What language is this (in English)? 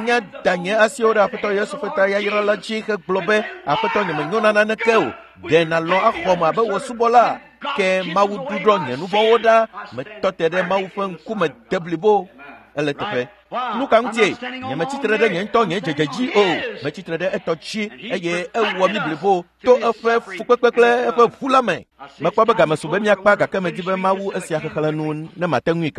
Ewe